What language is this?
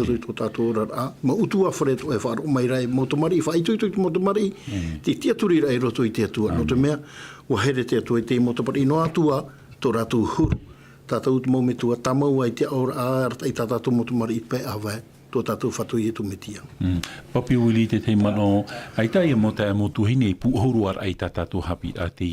Tahitian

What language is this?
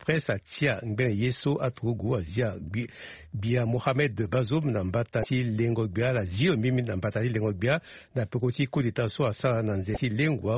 Sango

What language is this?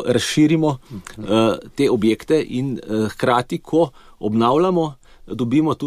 Slovenian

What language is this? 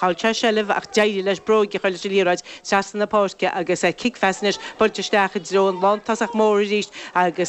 Irish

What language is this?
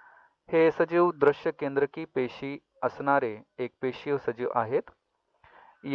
Marathi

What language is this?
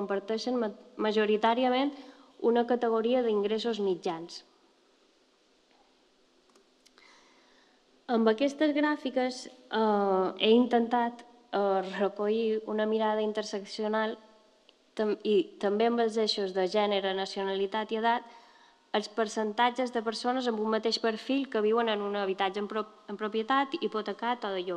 Catalan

